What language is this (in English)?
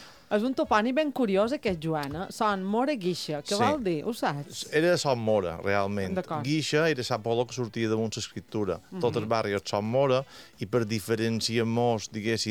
Catalan